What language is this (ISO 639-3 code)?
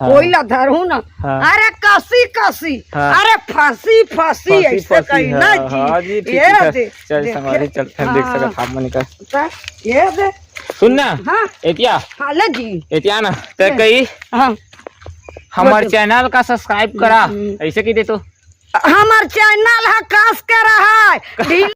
hne